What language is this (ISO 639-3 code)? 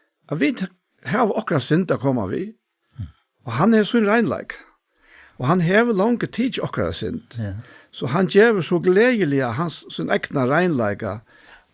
fao